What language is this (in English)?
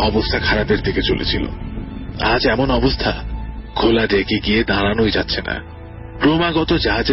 Bangla